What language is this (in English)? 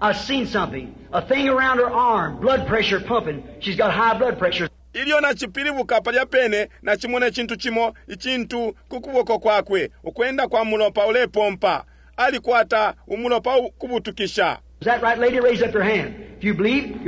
Bemba